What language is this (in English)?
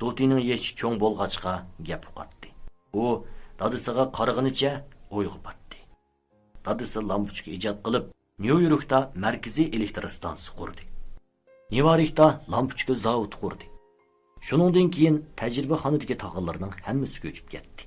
Uyghur